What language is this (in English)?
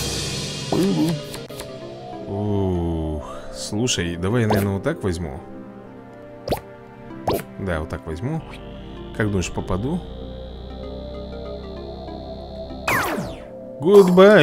Russian